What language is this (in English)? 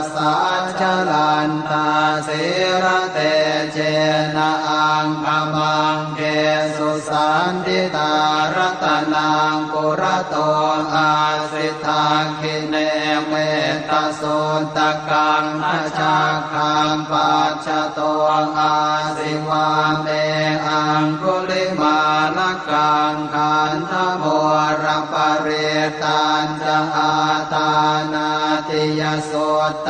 Pali